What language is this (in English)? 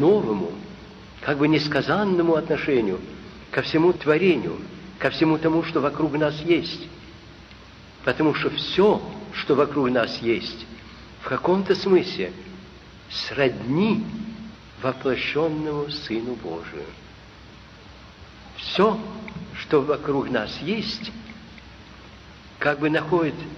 Russian